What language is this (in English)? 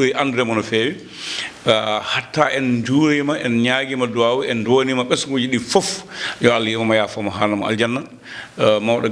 Fula